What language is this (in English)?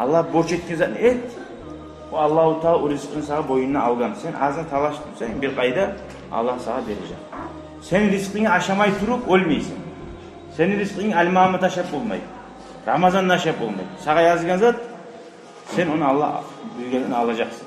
Kumyk